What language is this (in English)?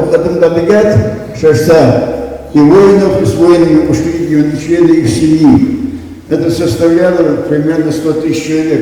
Ingush